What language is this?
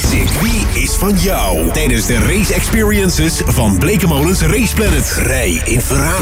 Dutch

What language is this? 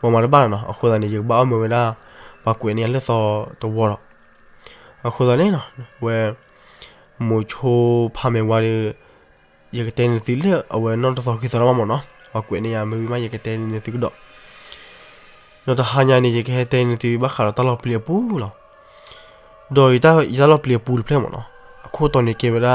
S'gaw Karen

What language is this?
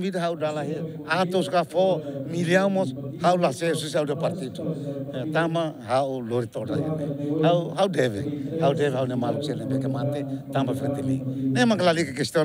Tetum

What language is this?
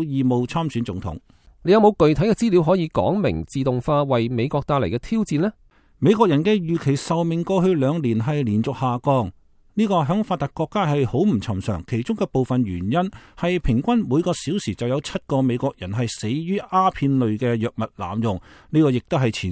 Cantonese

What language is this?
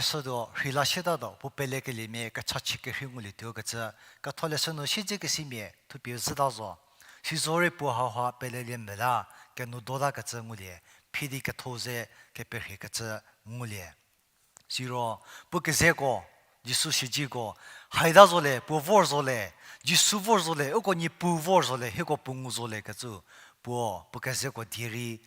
Angami Naga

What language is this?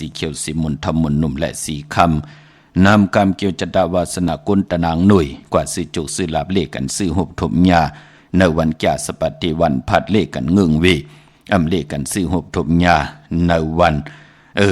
Shan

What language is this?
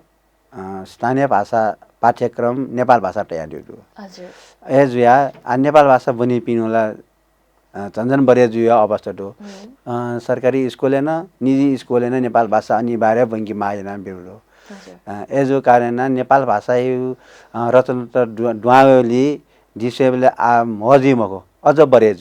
Newari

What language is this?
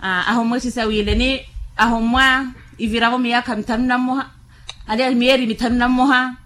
Makhuwa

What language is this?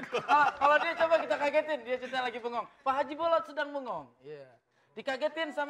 Betawi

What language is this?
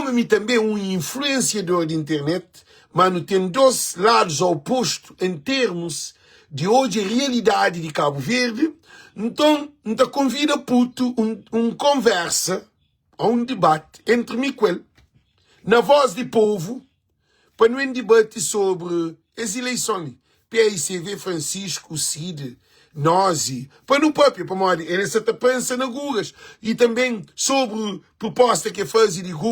Kabuverdianu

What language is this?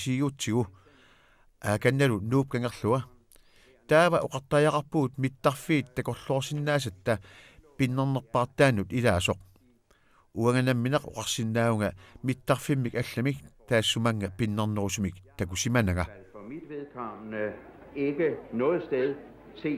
Kalaallisut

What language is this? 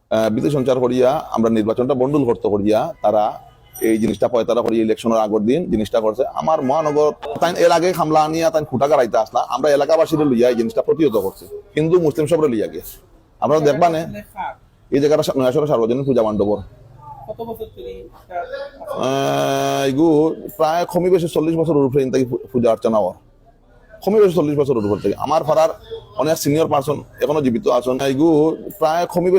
Sylheti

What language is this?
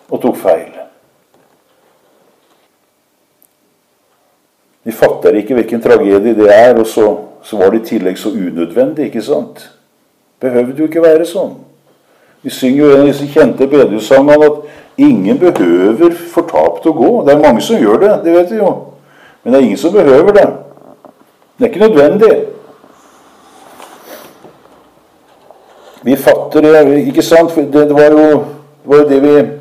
Norwegian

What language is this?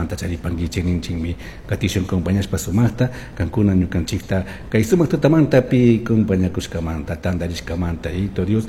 Chimborazo Highland Quichua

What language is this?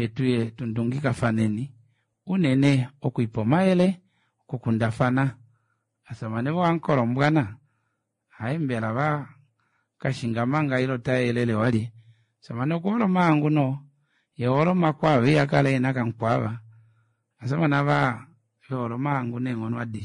Kuanyama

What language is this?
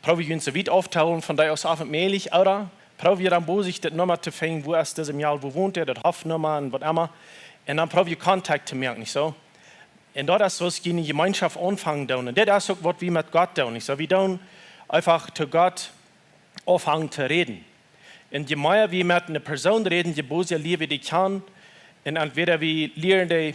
Plautdietsch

